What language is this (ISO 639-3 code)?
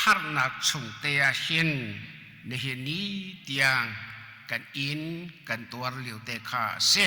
cnh